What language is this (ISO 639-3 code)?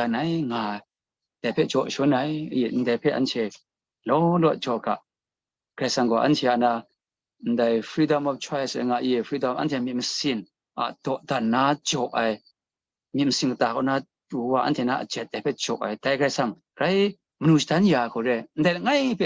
kac